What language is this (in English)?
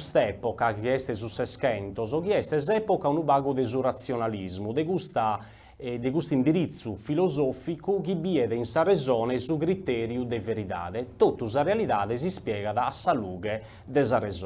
Sardinian